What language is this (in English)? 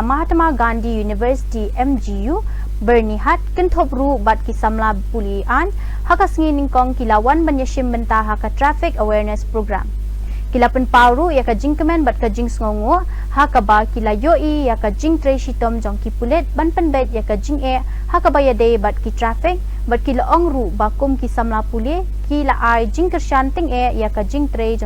Khasi